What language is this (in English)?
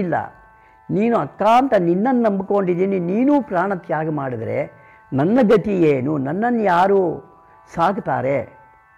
Kannada